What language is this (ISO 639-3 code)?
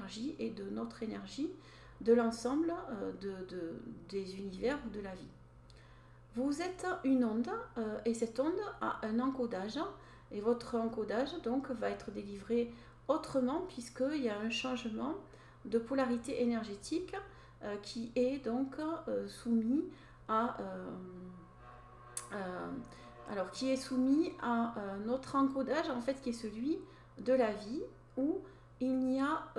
fra